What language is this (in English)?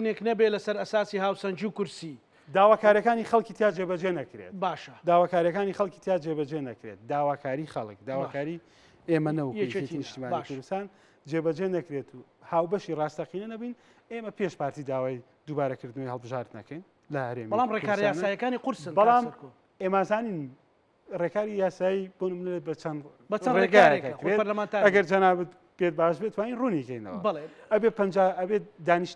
Central Kurdish